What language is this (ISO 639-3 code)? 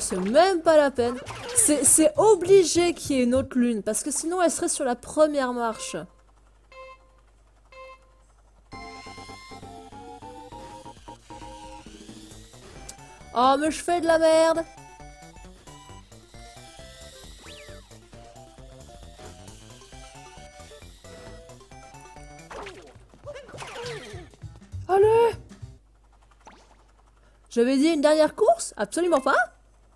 fra